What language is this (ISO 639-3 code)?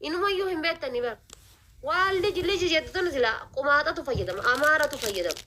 orm